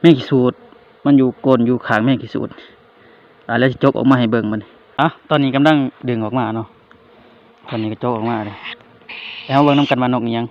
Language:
Lao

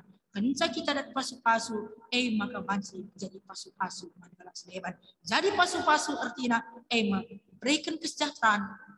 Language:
Batak Karo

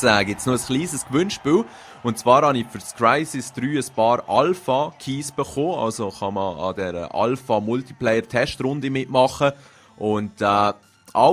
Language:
Swiss German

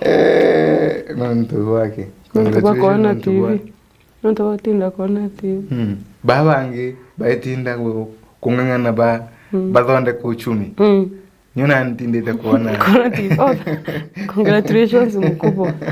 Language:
Meru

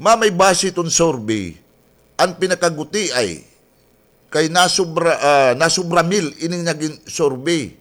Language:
Waray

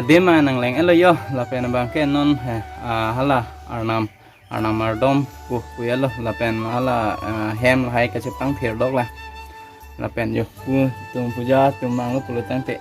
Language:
Karbi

